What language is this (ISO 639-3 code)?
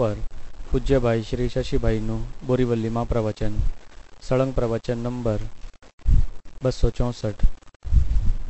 guj